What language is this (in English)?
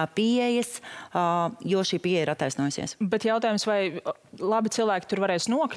Latvian